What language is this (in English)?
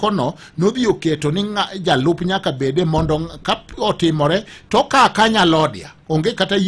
Luo (Kenya and Tanzania)